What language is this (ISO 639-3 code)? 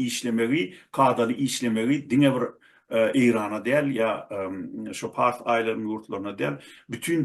tuk